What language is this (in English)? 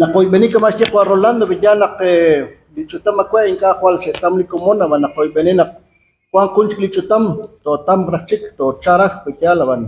Kekchí